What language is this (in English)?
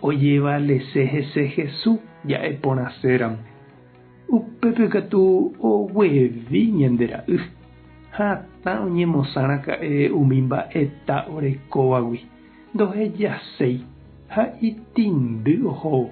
Guarani